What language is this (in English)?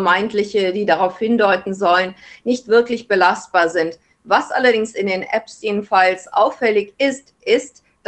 German